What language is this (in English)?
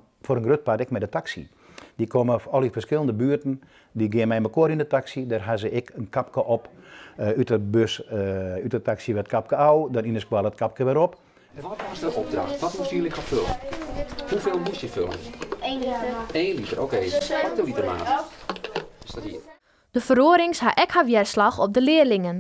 Western Frisian